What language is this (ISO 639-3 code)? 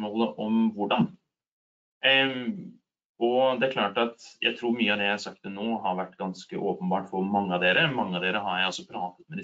nor